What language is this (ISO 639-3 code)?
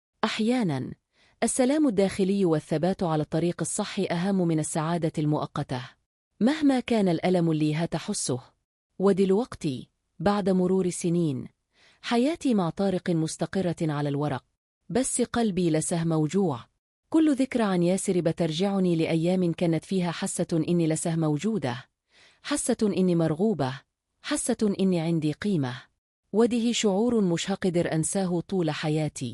arz